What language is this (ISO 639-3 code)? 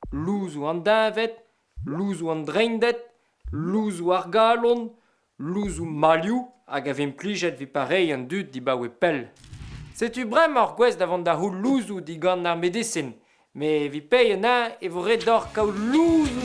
bre